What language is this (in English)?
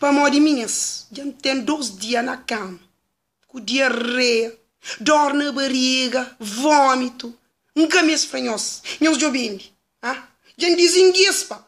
Kabuverdianu